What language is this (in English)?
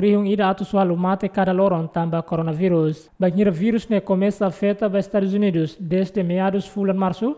Tetum